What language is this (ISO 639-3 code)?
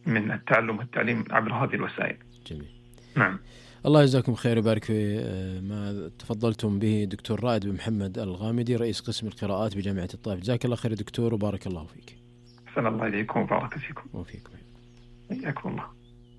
ara